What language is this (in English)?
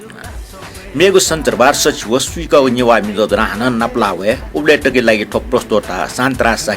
Newari